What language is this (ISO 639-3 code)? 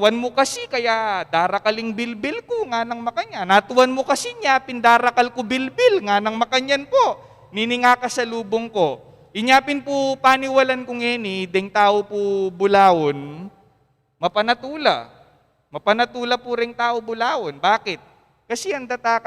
pam